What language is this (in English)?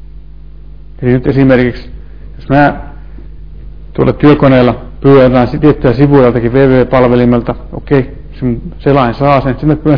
Finnish